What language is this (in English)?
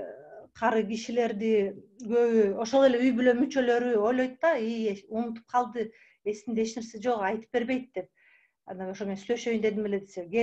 Kyrgyz